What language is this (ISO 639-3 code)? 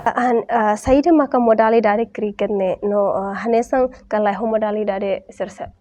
tet